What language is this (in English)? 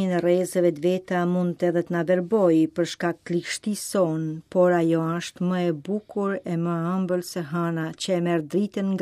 Albanian